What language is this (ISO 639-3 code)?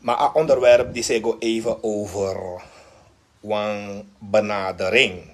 srn